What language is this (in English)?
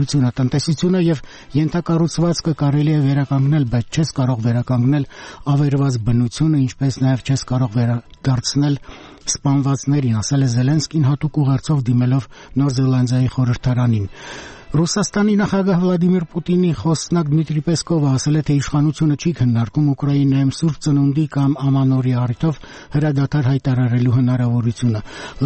Armenian